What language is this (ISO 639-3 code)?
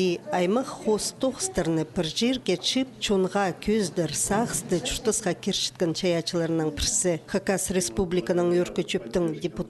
kjh